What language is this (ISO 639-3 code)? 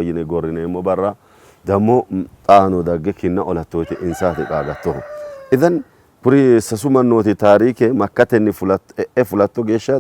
sid